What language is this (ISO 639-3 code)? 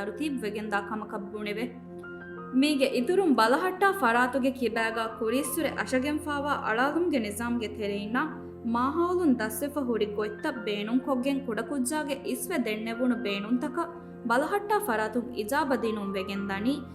div